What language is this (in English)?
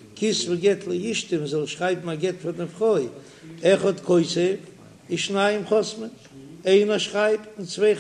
Yiddish